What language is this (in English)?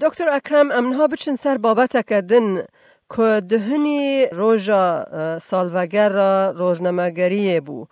Kurdish